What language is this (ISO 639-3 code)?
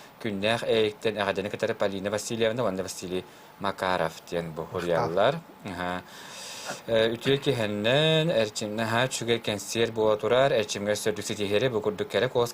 sah